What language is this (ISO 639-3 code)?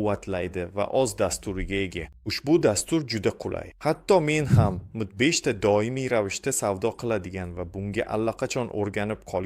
uzb